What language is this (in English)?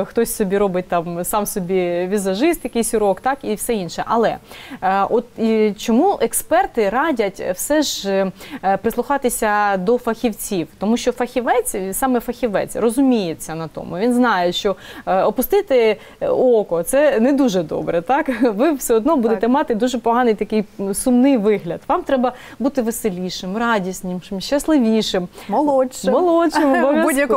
Ukrainian